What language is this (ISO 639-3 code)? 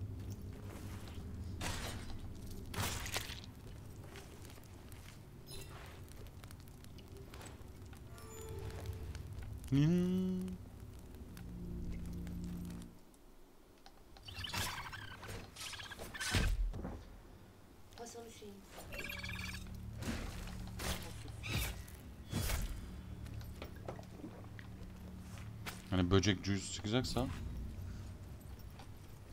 tur